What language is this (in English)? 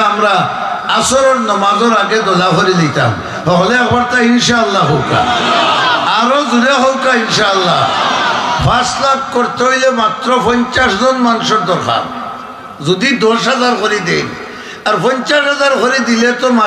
Sylheti